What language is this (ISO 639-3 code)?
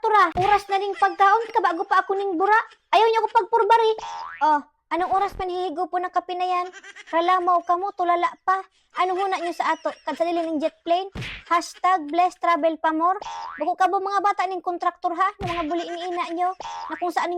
bik